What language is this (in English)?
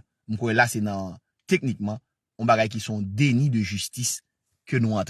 Haitian Creole